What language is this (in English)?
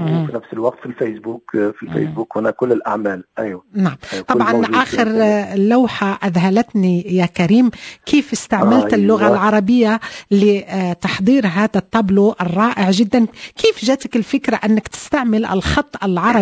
Moroccan Arabic